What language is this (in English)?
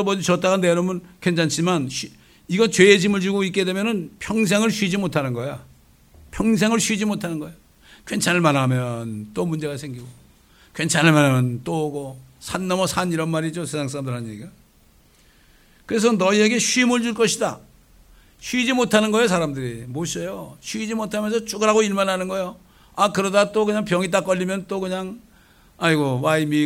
Korean